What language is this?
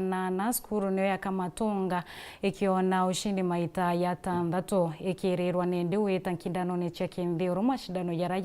Meru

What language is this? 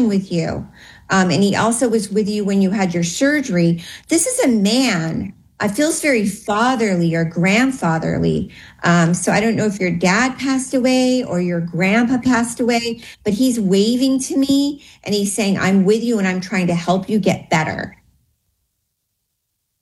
English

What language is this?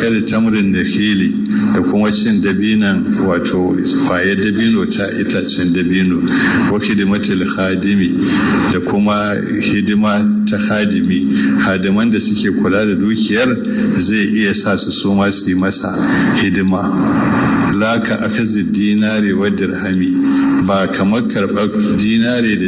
Hausa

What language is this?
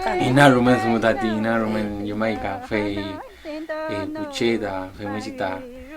Mapuche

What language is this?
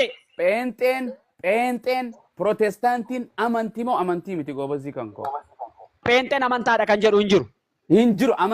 Oromo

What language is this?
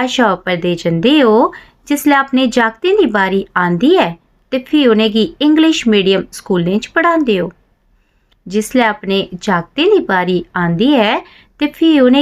Dogri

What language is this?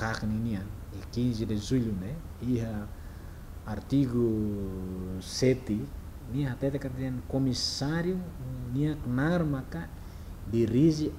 Tetum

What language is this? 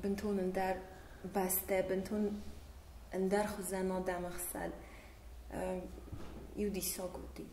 Ossetic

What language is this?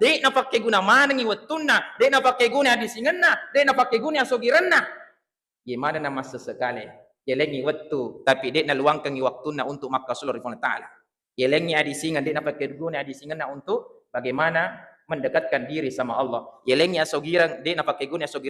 Buginese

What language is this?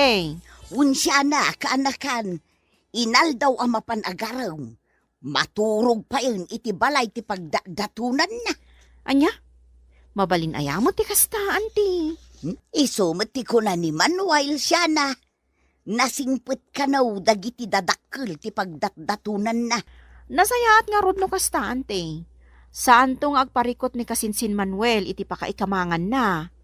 Iloko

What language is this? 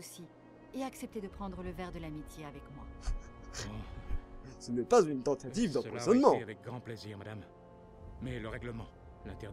French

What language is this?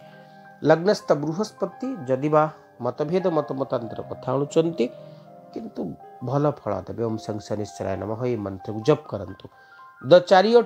Odia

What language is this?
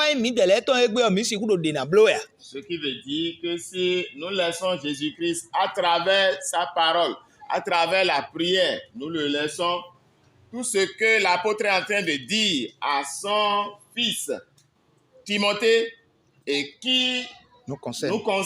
Fon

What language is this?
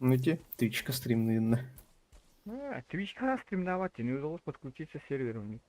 Yakut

